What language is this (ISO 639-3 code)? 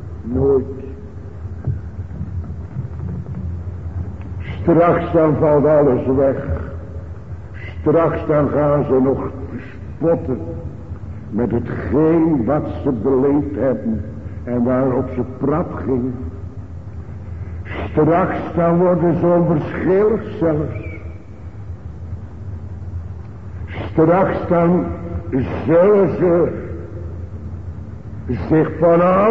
nld